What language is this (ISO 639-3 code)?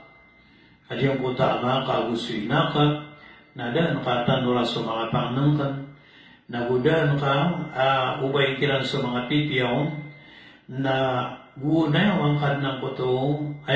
mrw